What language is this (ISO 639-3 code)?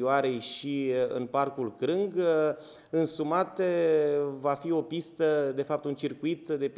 ron